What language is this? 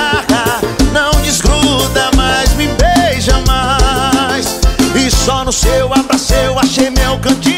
Portuguese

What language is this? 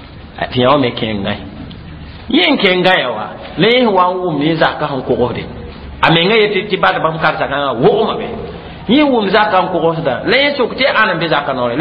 Mossi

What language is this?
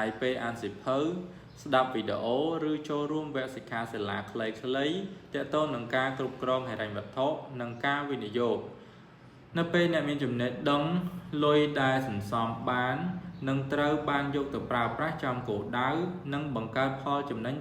Khmer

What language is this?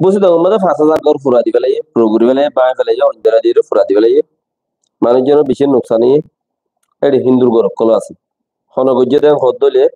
Rohingya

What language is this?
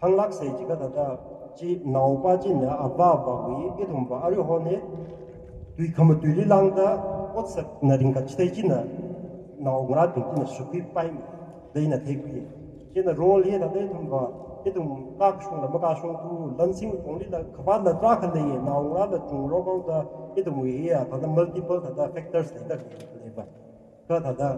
Tangkhul Naga (India)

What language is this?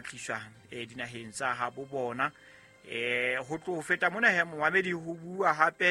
Southern Sotho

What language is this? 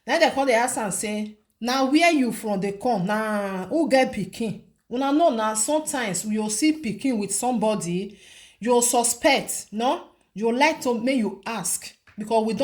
Nigerian Pidgin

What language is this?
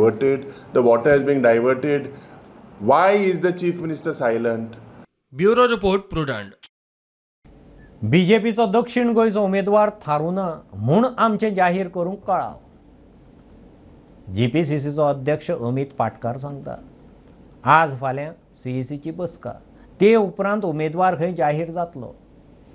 Konkani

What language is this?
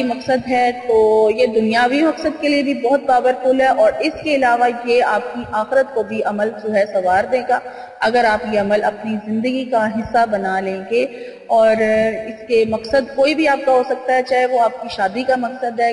Urdu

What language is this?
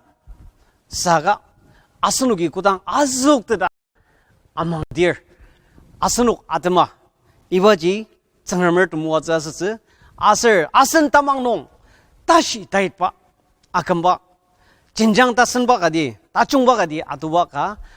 Ao Naga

